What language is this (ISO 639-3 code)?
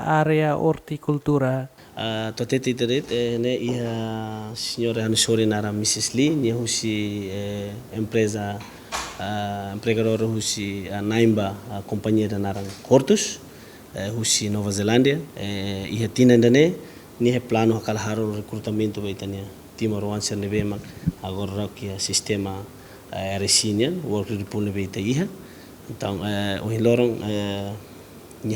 tet